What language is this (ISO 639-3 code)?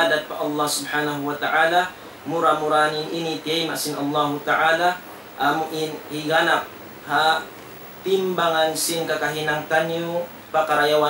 tsg